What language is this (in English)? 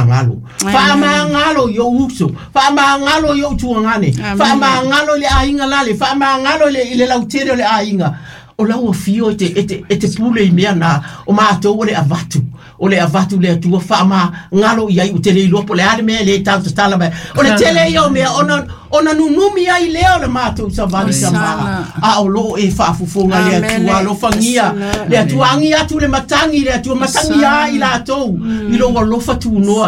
Samoan